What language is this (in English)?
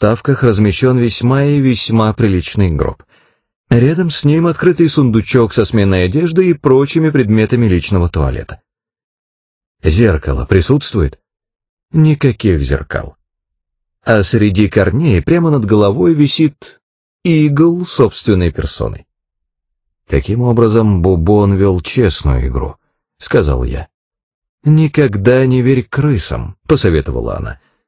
Russian